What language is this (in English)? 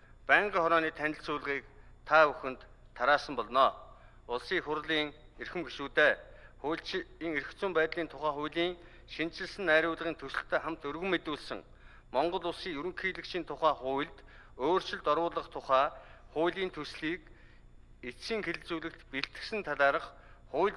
Mongolian